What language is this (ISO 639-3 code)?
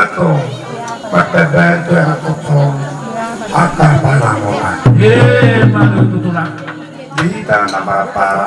bbc